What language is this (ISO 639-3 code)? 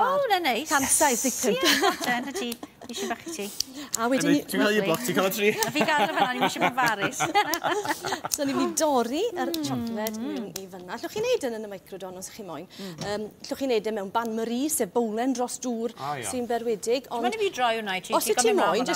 cym